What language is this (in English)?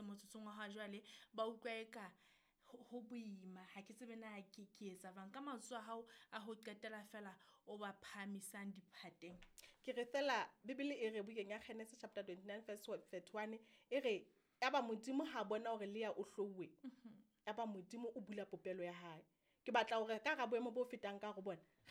Southern Sotho